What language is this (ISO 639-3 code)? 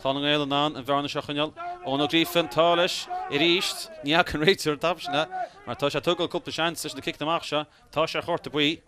gle